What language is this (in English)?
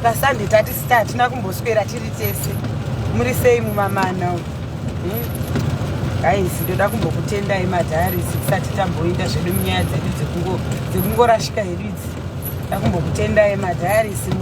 Shona